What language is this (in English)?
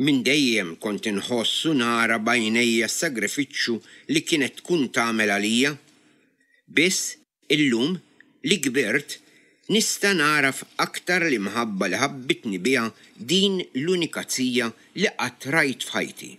Maltese